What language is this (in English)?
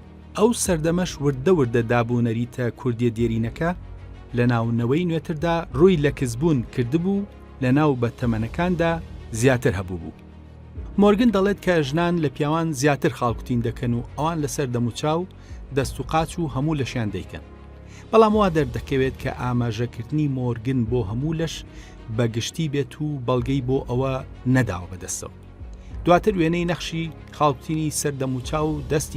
Central Kurdish